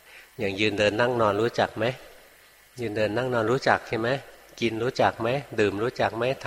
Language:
Thai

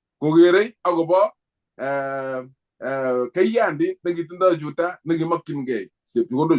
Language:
Kalenjin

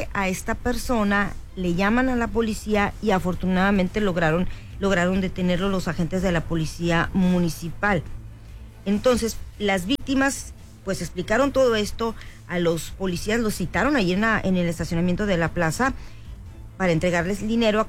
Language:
Spanish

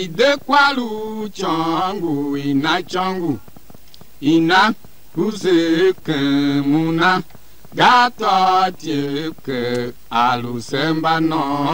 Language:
Tiv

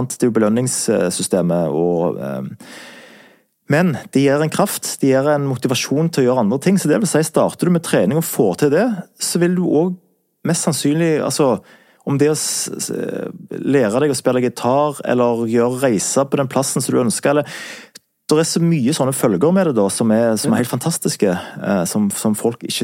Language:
Norwegian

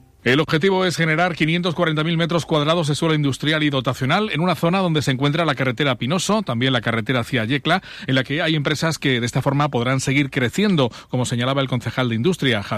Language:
Spanish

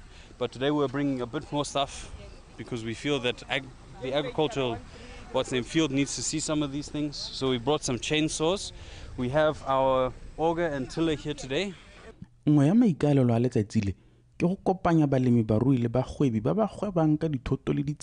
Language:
Tswana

